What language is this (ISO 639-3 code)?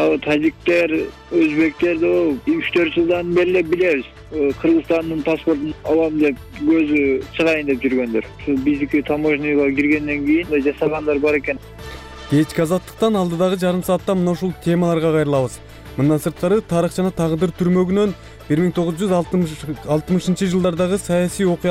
kir